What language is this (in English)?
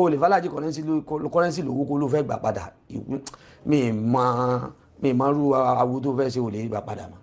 Yoruba